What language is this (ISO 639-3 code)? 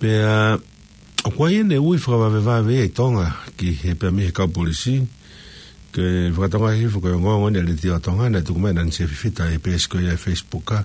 ton